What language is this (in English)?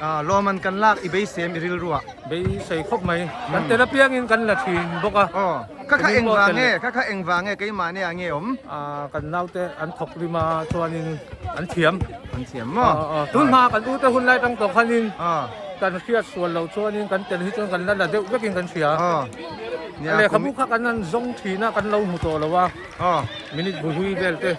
Mizo